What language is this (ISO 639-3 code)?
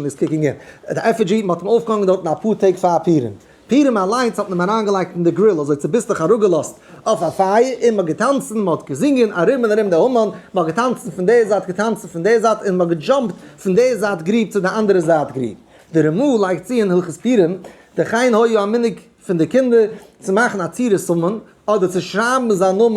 yid